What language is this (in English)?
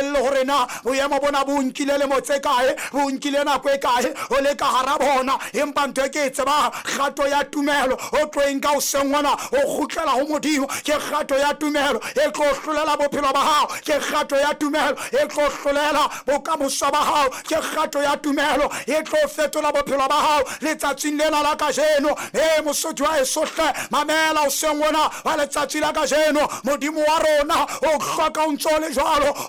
Southern Sotho